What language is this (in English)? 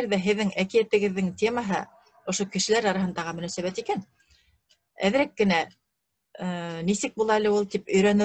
Bashkir